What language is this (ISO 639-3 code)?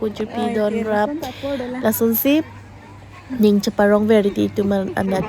mjw